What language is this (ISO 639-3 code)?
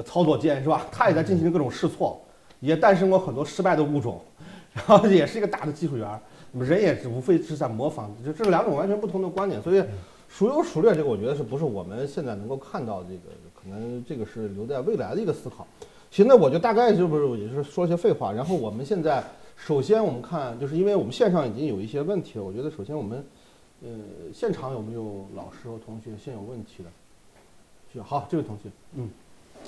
zho